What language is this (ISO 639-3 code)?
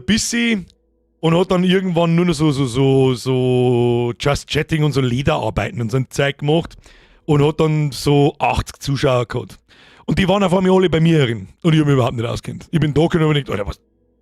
bar